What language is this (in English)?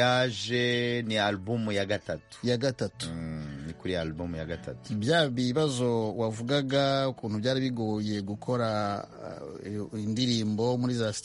Kinyarwanda